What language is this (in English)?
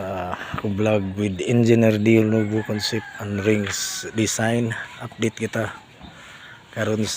Cebuano